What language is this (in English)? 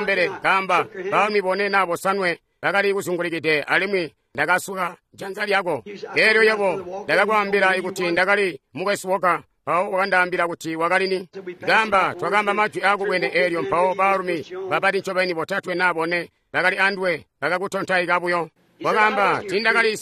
Tonga (Zambia)